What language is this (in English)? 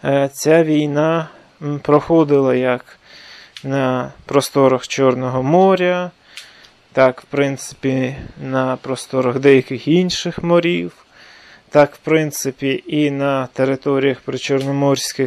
Ukrainian